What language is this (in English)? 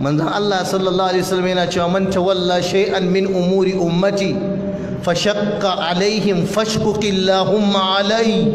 Hausa